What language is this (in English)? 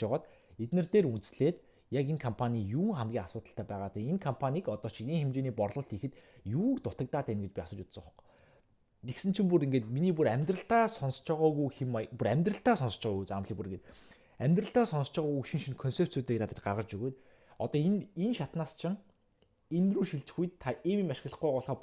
Mongolian